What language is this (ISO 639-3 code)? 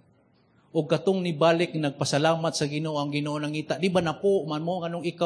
ceb